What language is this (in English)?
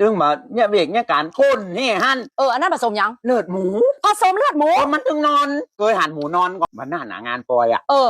Lao